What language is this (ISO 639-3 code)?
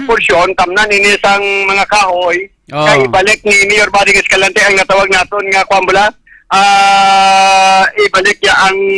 hil